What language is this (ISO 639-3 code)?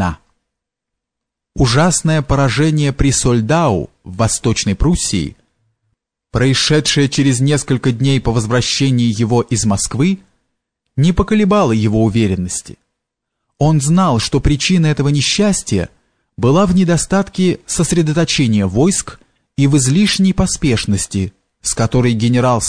rus